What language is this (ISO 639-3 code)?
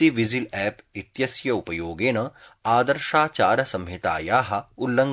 san